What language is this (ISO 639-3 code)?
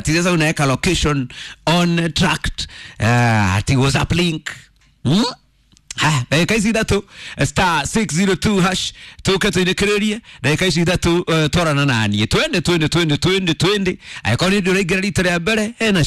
kik